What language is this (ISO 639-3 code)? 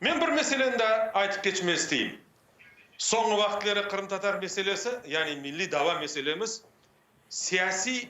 crh